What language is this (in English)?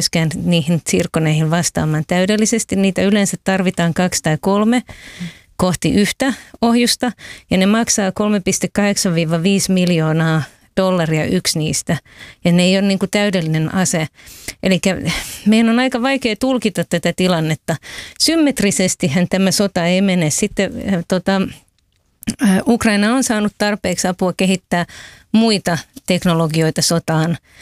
Finnish